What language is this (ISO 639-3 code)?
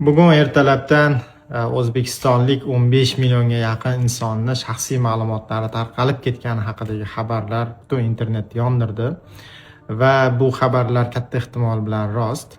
uzb